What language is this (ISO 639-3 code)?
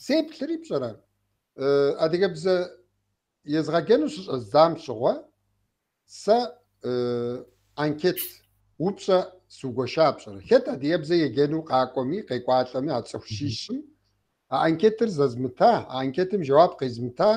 kbd